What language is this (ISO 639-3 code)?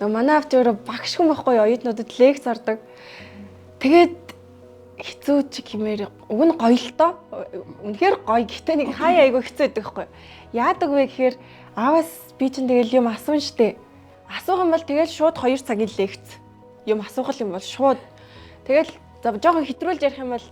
mon